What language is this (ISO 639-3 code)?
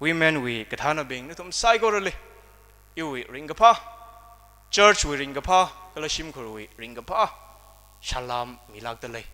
nmf